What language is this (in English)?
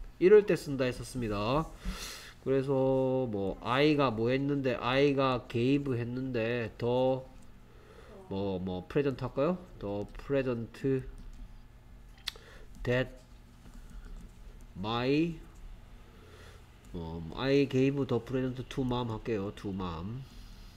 Korean